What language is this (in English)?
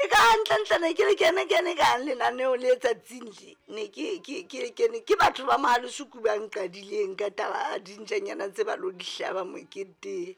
Southern Sotho